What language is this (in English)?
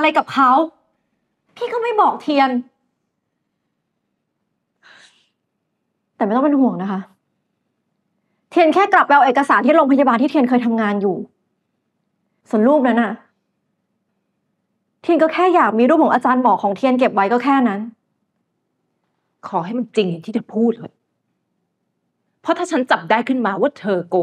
Thai